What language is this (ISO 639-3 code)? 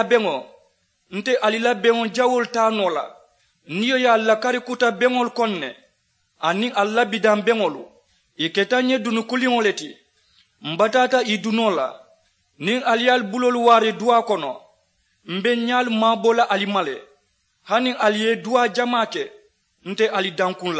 man